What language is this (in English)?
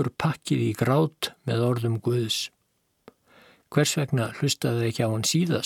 Icelandic